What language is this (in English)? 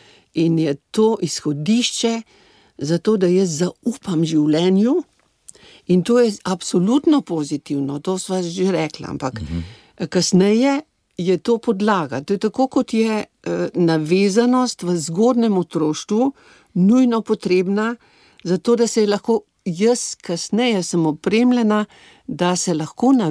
Slovenian